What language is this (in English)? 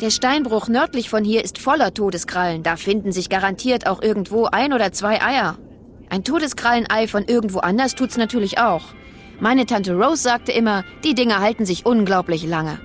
Bavarian